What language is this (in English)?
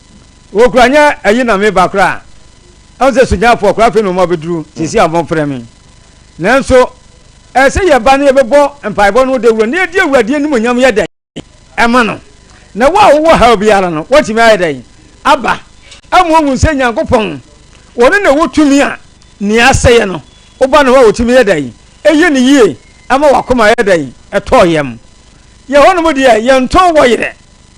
Akan